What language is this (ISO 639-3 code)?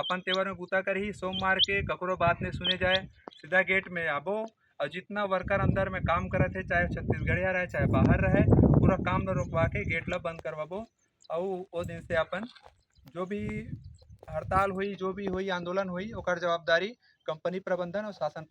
hne